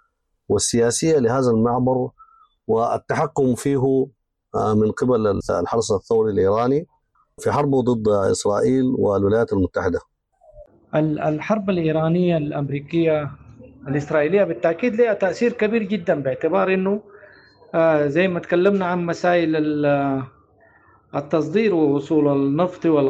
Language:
Sudanese Arabic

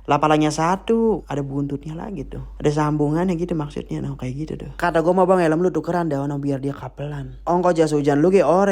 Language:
Betawi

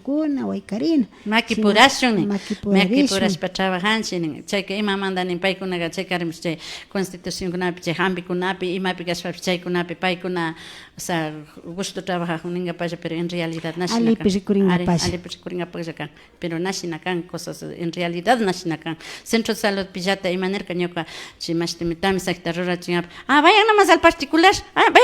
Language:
Imbabura Highland Quichua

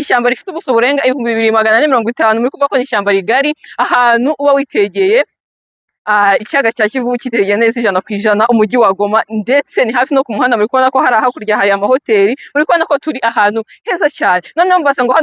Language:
Kinyarwanda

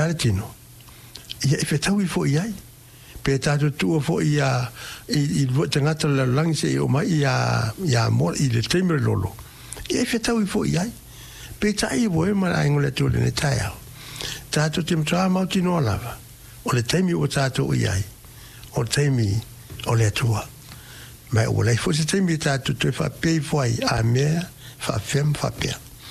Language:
Samoan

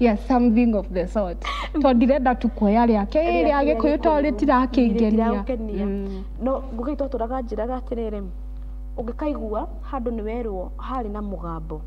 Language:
Kikuyu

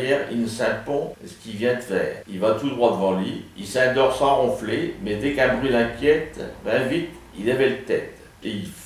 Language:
Picard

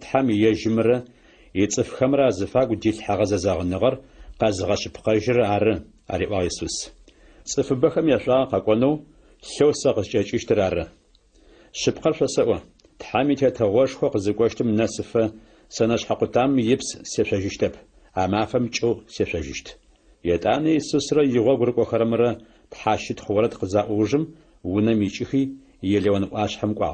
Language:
Adyghe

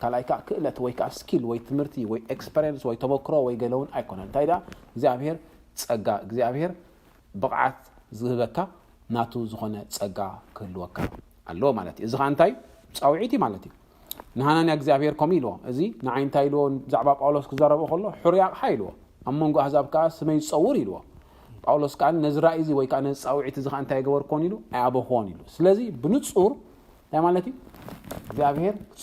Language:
Tigrinya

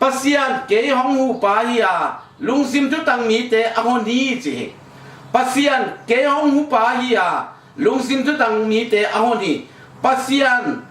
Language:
Tedim Chin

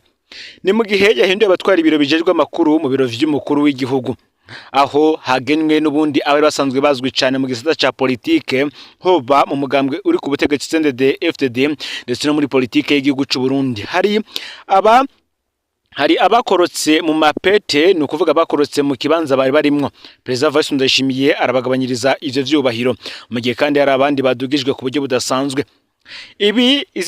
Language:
Rundi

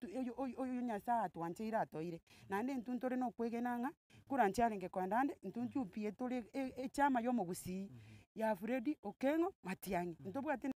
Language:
Gusii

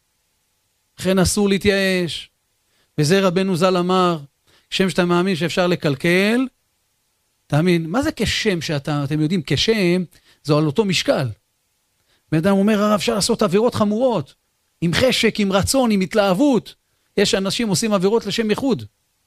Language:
Hebrew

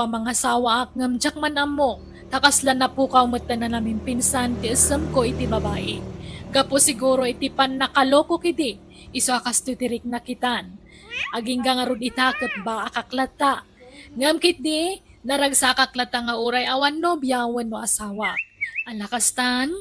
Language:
Iloko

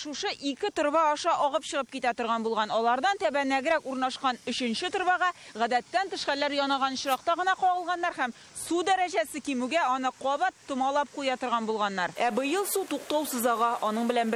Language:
Tatar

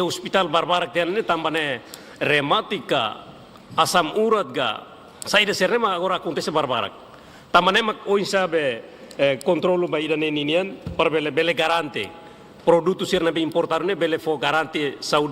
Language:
Tetum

